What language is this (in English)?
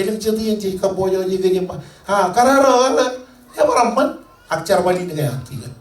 Marshallese